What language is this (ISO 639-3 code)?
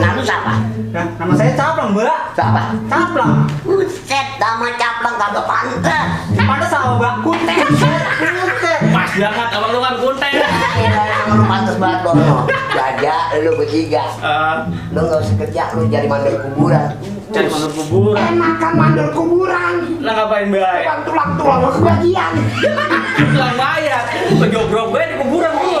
bew